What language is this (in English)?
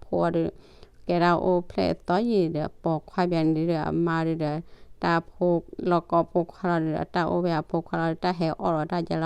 S'gaw Karen